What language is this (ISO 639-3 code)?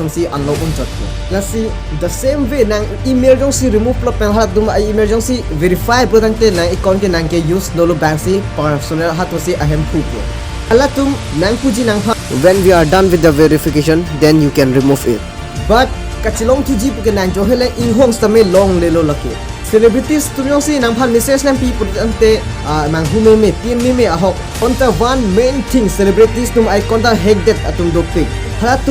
mjw